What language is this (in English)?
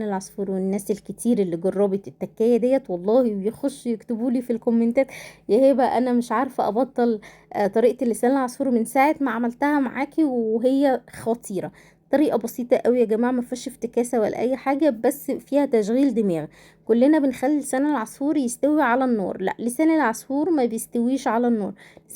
Egyptian Arabic